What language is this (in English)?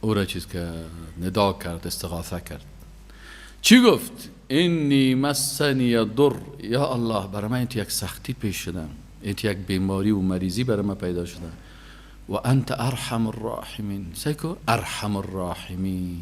Persian